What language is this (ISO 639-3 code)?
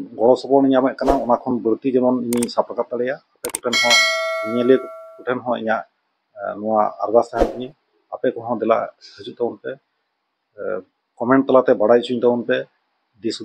sat